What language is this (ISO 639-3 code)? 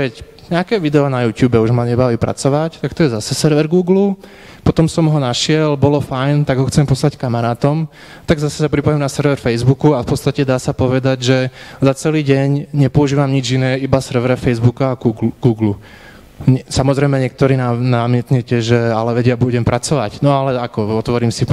slk